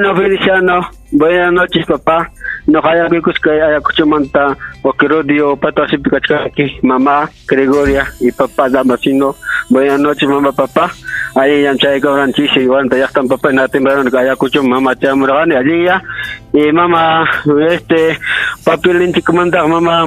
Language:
Ayacucho Quechua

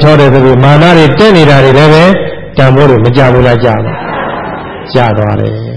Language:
Burmese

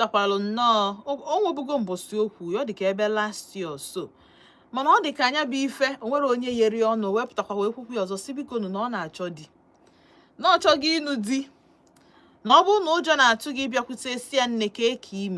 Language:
Igbo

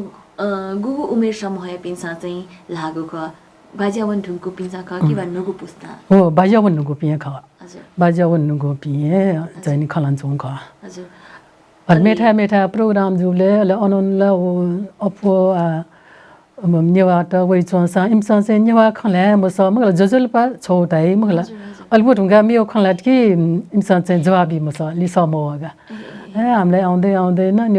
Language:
Newari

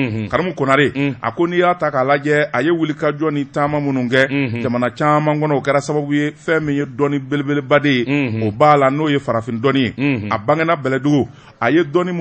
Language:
Bambara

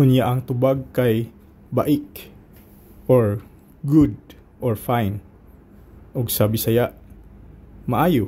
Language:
Cebuano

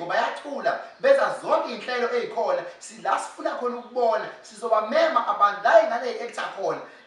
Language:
Zulu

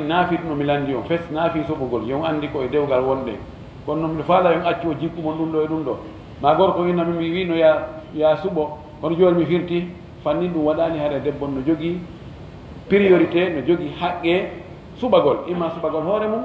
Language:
Fula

